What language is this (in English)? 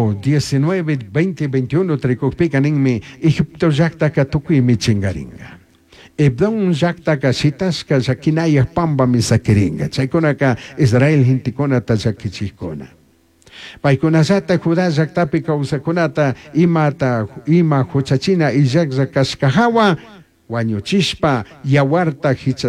Chimborazo Highland Quichua